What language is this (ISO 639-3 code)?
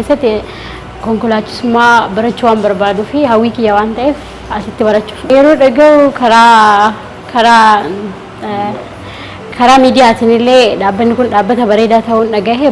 orm